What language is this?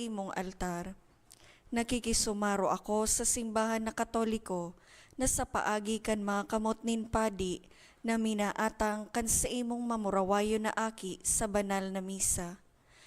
Bikol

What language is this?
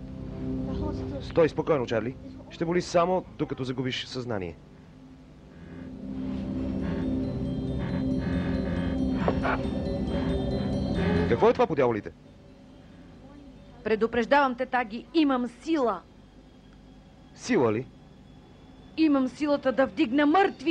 Bulgarian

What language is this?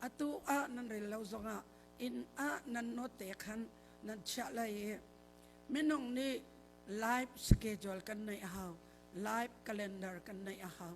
Hakha Chin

